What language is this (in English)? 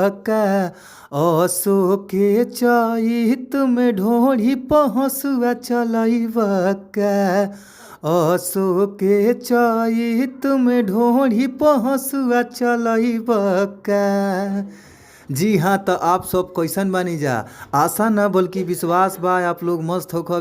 Bhojpuri